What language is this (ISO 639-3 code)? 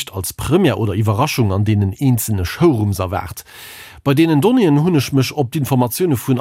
ltz